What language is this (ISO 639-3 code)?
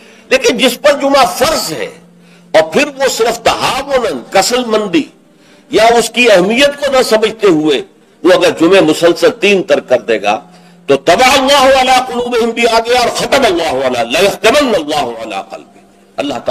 urd